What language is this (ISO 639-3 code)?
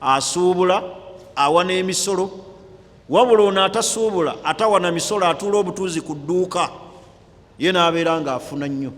lug